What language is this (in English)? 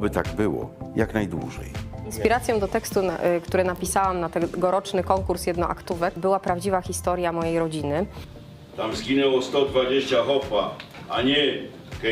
Silesian